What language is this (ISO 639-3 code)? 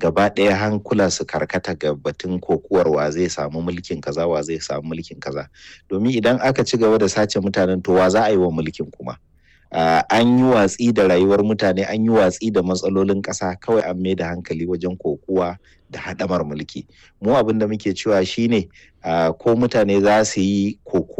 hau